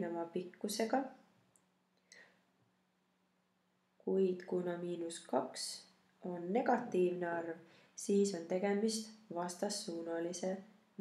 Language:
Estonian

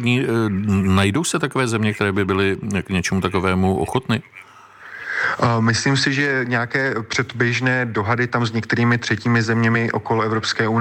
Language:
Czech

